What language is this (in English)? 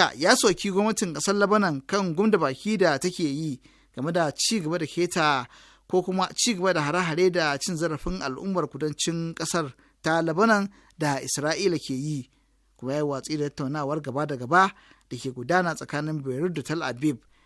Hausa